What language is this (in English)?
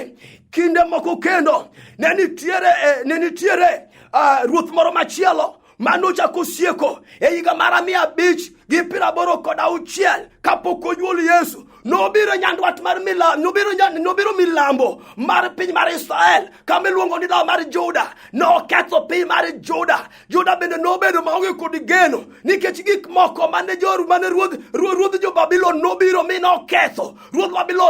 Luo (Kenya and Tanzania)